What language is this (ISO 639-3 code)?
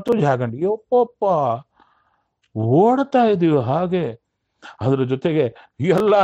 kan